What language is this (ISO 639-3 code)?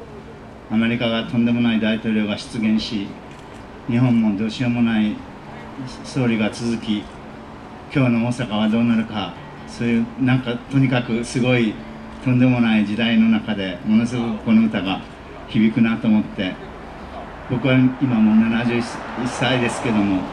jpn